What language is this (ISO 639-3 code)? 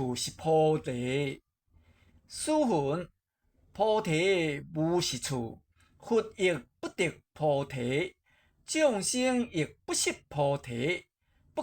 nan